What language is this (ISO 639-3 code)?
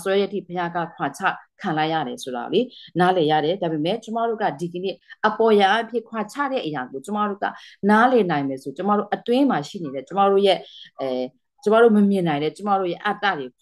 mya